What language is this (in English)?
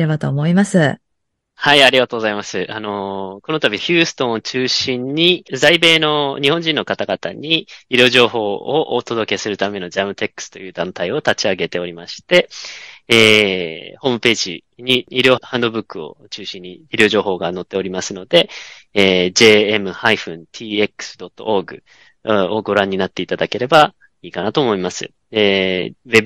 Japanese